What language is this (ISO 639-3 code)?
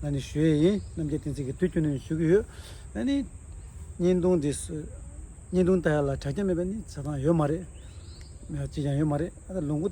bod